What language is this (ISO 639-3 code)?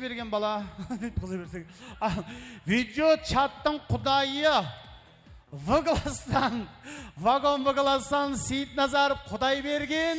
kaa